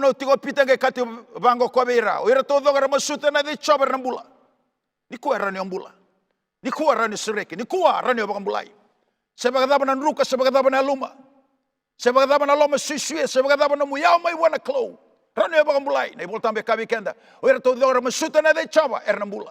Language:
Fijian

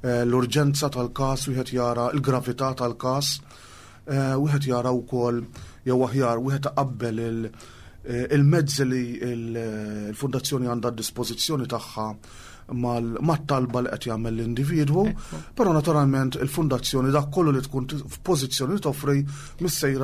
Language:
Maltese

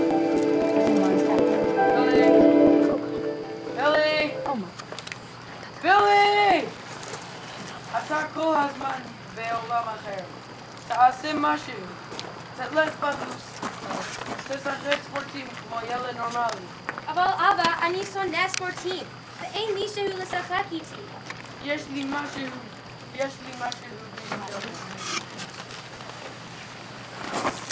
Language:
Hebrew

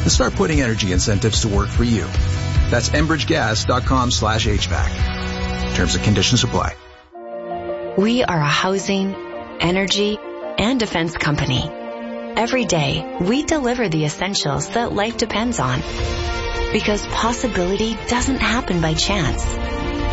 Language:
English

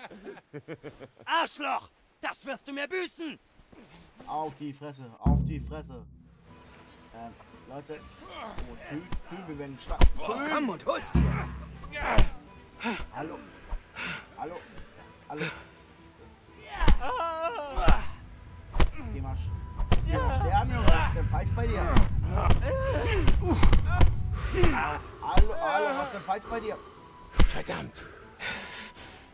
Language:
German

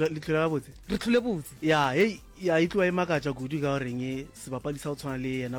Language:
Northern Sotho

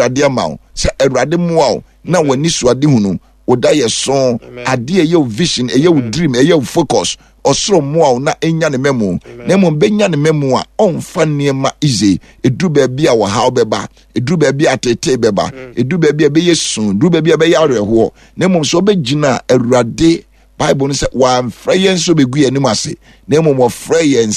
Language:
Akan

